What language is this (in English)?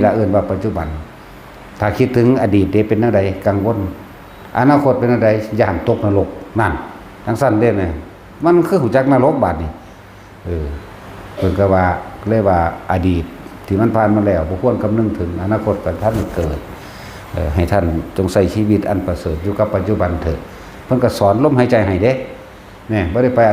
Northeastern Thai